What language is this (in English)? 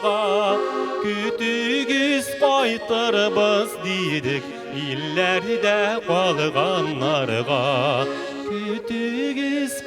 Tatar